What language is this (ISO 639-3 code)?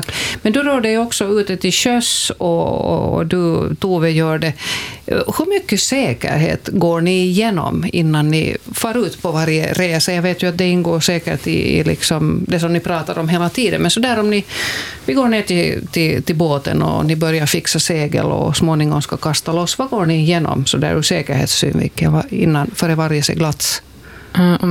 swe